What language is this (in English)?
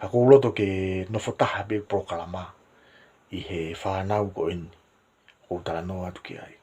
Tongan